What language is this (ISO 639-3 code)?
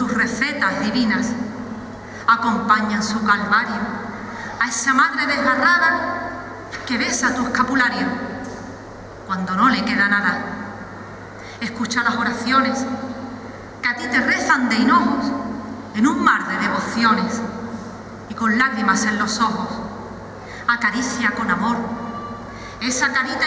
spa